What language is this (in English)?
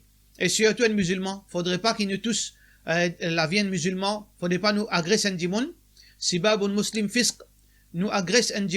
Morisyen